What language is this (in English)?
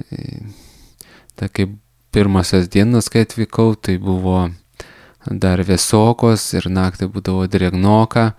Lithuanian